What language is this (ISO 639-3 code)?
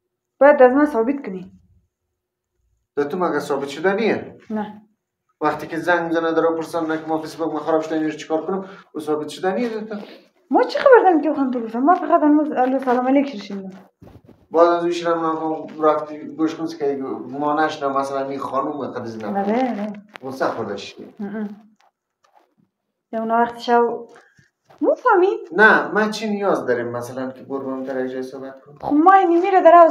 fas